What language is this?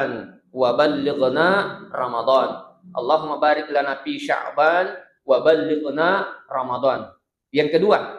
Buginese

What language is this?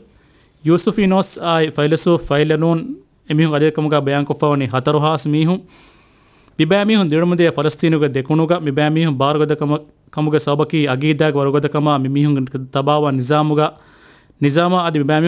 Divehi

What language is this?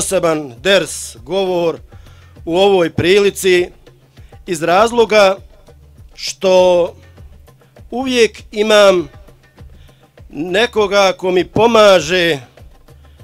Bosnian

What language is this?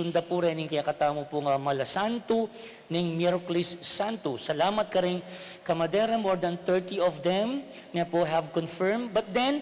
Pampanga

